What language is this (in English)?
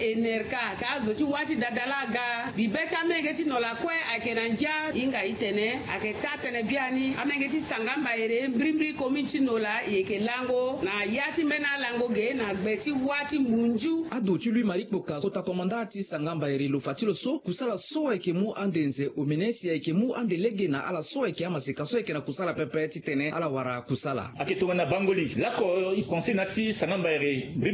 Sango